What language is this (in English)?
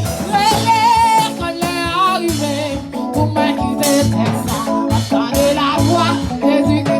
Haitian Creole